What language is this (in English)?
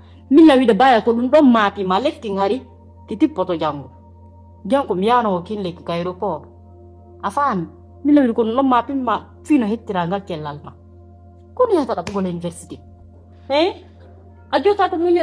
Fula